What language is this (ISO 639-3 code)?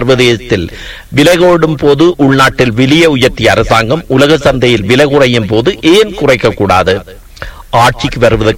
tam